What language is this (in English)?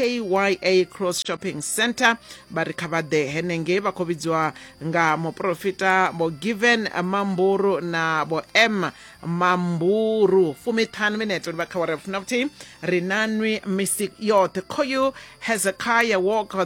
Venda